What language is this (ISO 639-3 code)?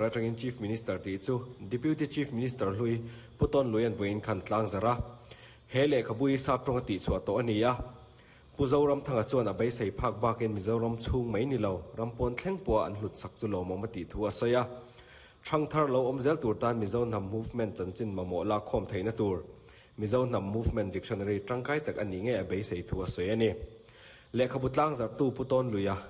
lus